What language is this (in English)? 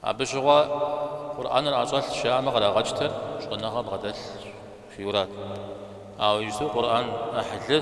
Kabardian